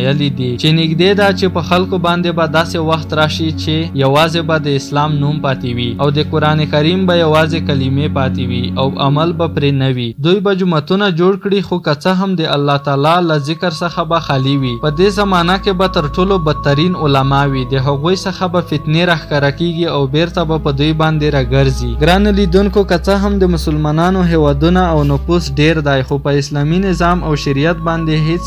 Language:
Pashto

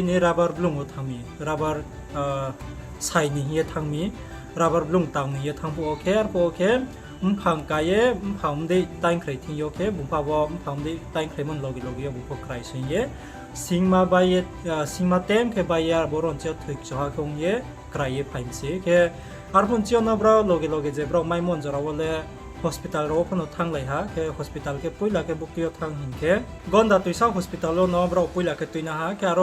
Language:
Riang (India)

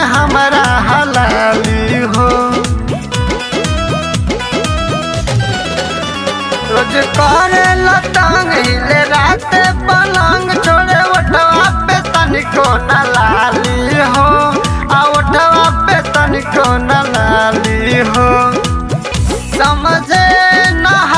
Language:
Bhojpuri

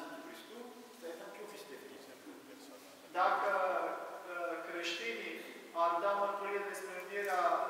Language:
Romanian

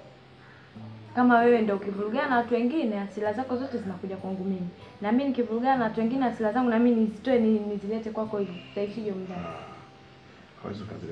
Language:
Swahili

